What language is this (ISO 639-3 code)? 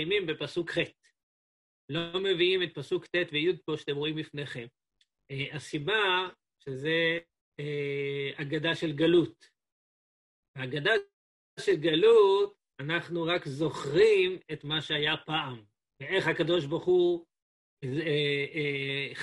heb